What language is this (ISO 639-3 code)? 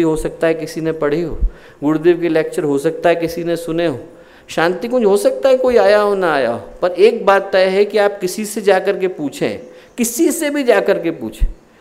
hin